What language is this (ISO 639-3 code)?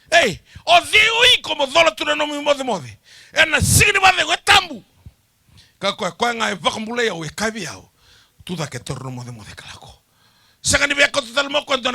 fij